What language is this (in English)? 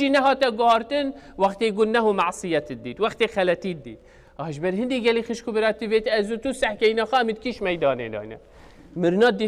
Kurdish